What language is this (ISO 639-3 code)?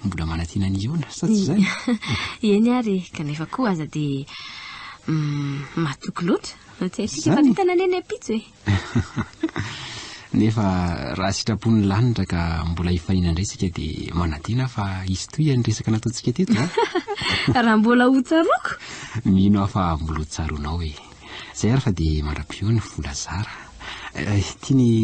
mlg